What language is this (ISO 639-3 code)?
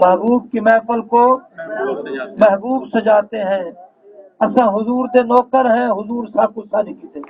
skr